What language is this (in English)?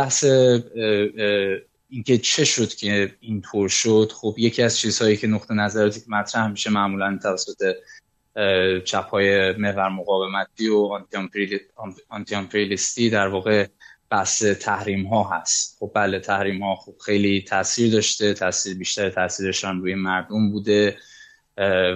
Persian